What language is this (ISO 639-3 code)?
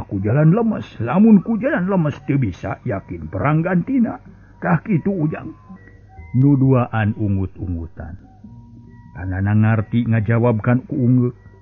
sun